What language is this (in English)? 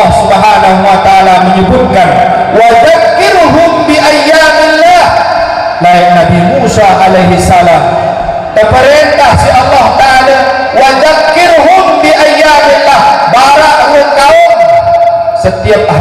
Sasak